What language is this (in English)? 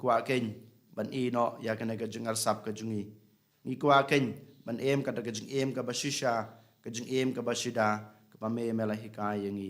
Khasi